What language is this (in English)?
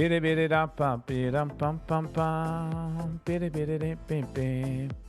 Yiddish